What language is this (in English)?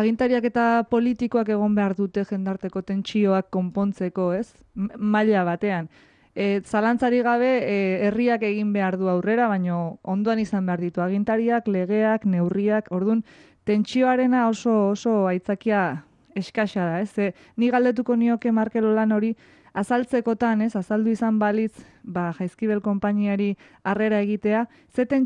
Basque